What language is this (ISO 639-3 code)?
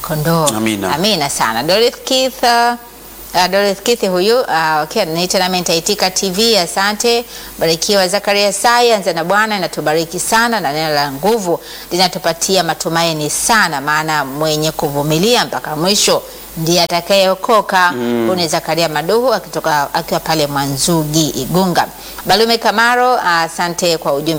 swa